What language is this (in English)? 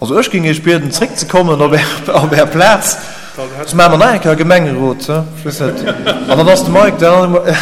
Luxembourgish